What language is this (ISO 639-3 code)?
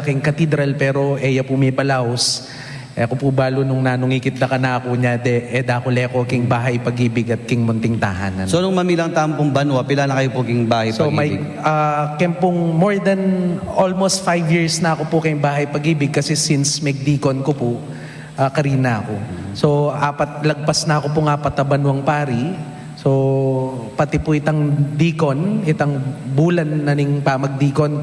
pam